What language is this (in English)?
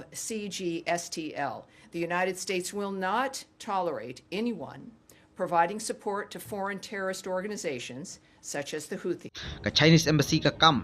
Khasi